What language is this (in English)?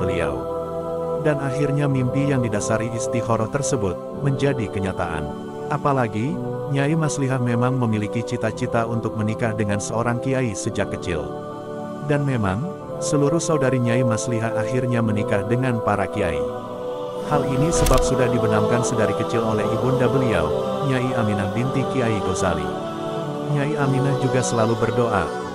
Indonesian